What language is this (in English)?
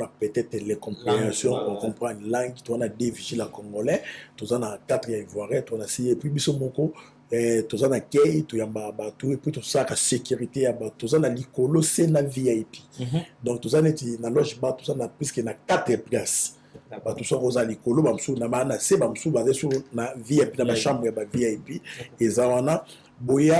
Lingala